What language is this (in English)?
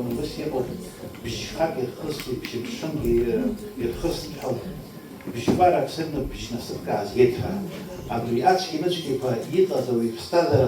Abkhazian